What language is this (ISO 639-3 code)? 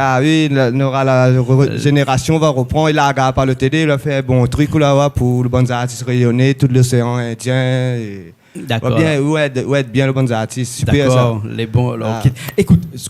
rcf